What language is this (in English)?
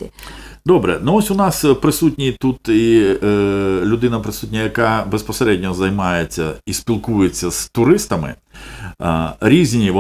Ukrainian